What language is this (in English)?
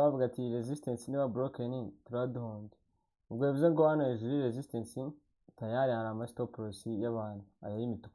Kinyarwanda